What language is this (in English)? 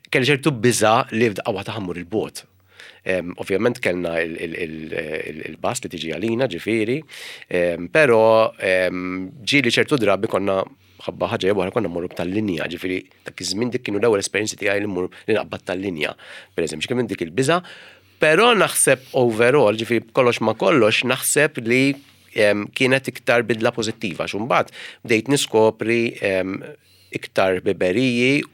Maltese